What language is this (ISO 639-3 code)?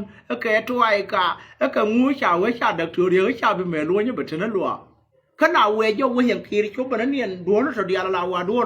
nus